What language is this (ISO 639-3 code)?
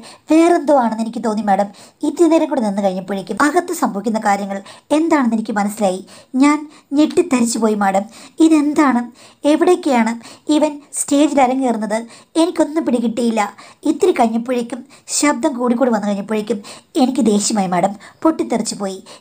mal